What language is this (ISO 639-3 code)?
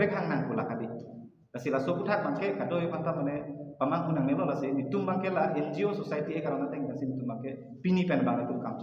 mjw